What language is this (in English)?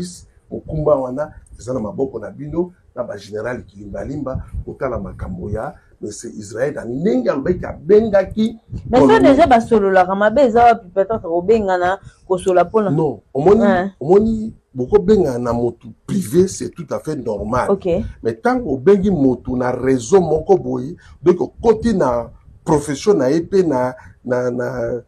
Lingala